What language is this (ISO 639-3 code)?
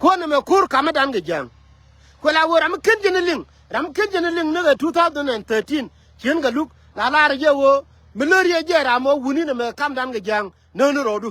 nus